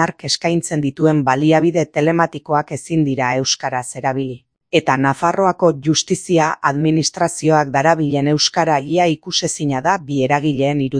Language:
Basque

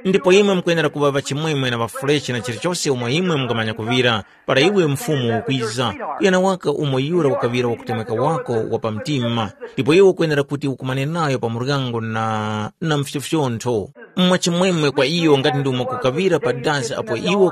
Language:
Tumbuka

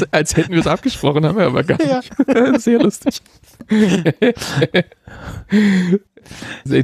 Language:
German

